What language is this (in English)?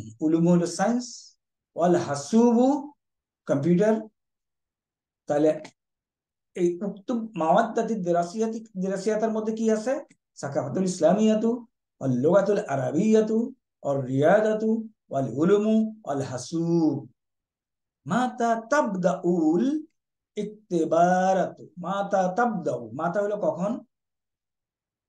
Bangla